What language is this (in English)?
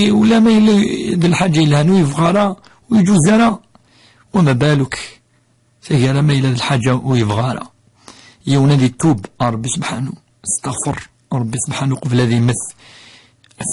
Kabyle